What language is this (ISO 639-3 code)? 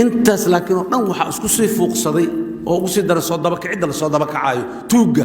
som